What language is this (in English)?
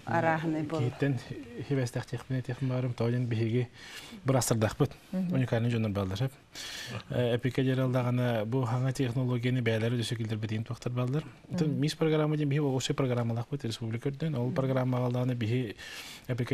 Yakut